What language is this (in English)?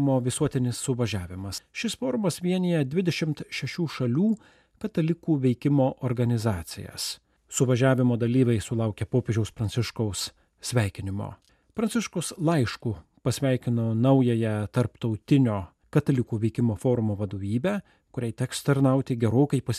Lithuanian